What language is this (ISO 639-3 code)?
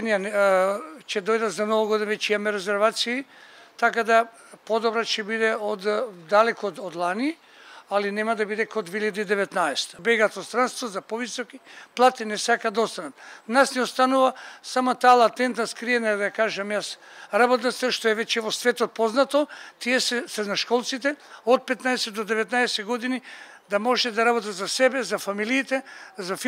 mkd